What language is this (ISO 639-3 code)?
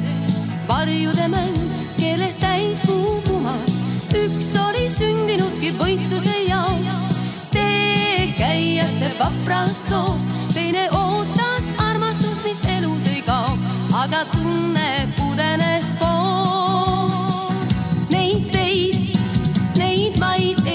est